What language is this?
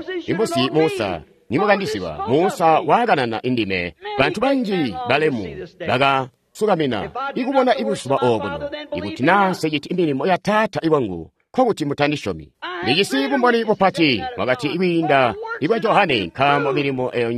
Tonga (Zambia)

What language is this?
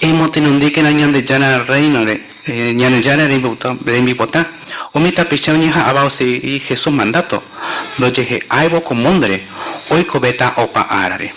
Guarani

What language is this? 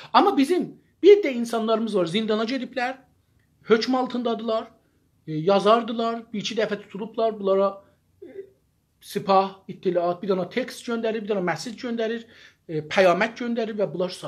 South Azerbaijani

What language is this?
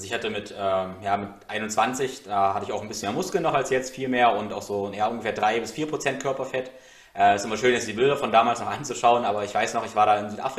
German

